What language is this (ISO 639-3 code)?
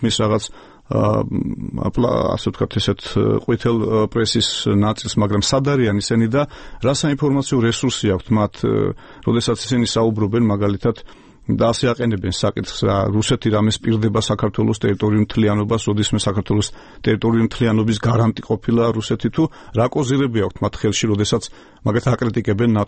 kat